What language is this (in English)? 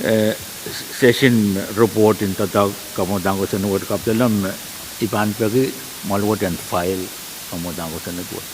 Pohnpeian